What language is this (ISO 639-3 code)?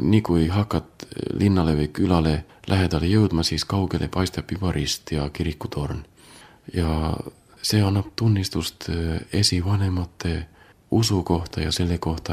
est